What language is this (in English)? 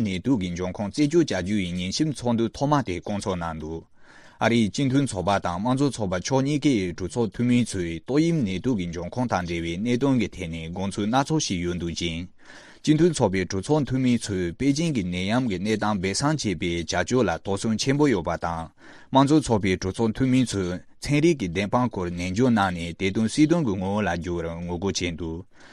Tibetan